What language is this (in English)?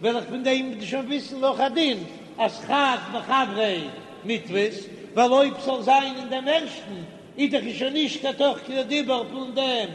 Yiddish